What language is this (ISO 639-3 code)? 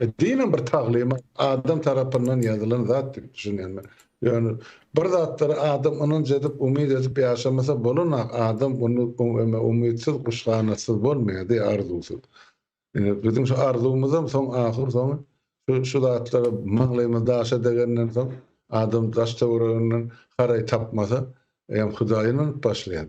tuk